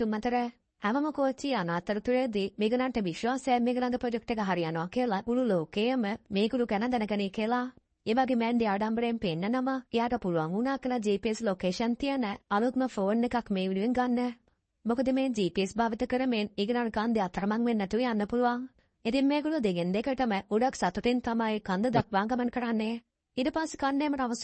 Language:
Sinhala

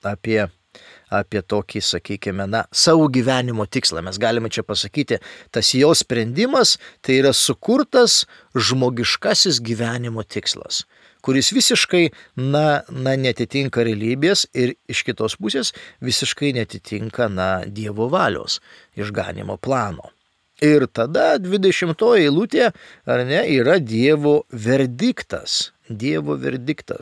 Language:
Lithuanian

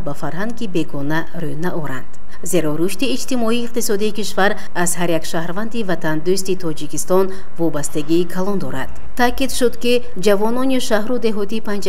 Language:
Tajik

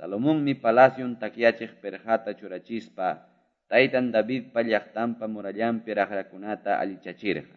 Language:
Ayacucho Quechua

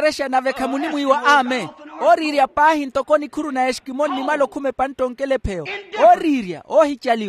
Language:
Makhuwa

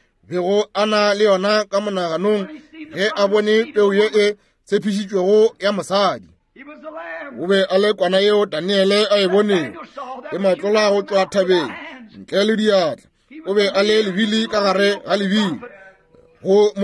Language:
Northern Sotho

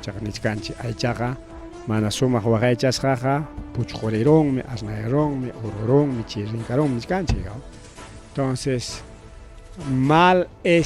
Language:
Ayacucho Quechua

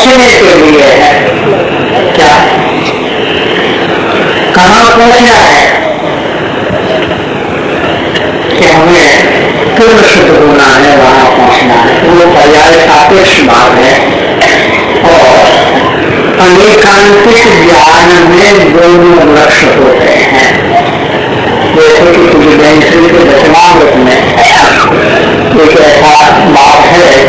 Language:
Hindi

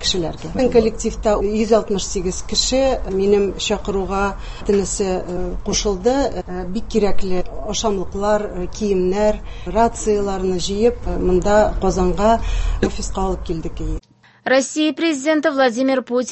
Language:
Tatar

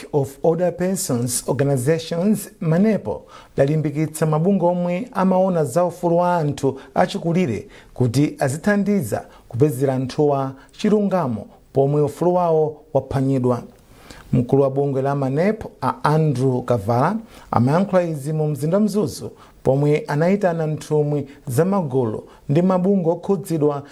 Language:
Nyanja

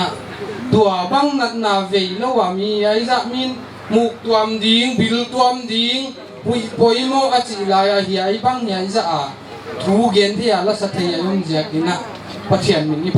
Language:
Paite Chin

